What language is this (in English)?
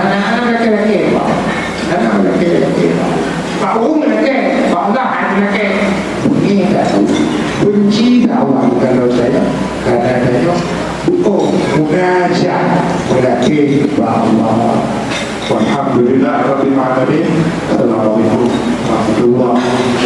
Achinese